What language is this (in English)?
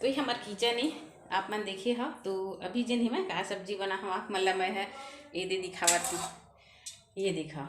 Chhattisgarhi